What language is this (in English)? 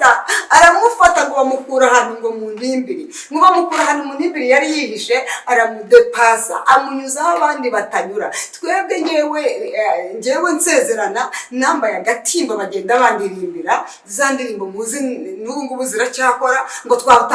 Kinyarwanda